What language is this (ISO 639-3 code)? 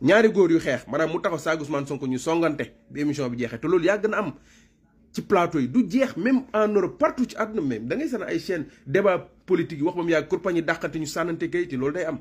wol